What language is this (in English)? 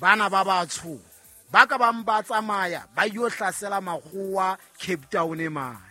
Southern Sotho